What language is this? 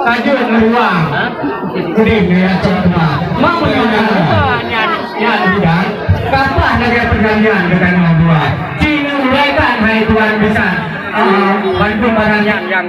Achinese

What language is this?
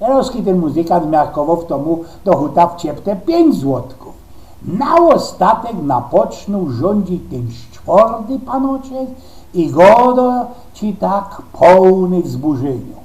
Silesian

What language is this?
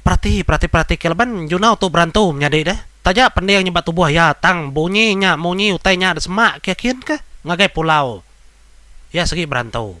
Iban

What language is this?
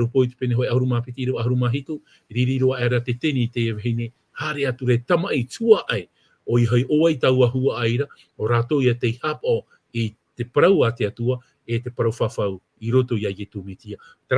Tahitian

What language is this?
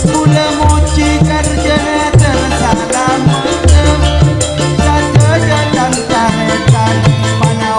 Madurese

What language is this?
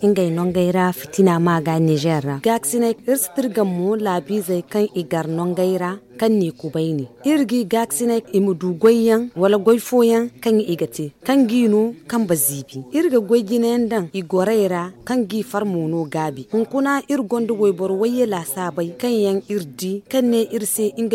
Zarma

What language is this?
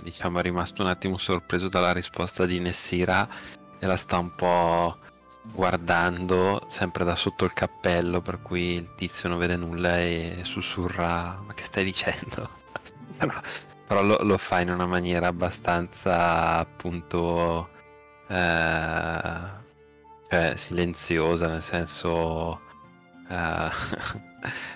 Italian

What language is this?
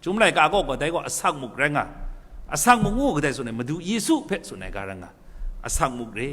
Kachin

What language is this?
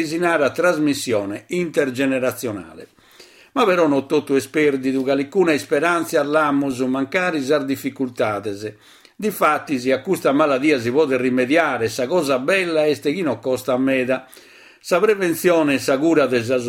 Sardinian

